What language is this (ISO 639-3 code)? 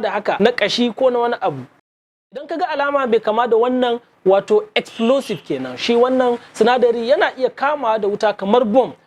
hau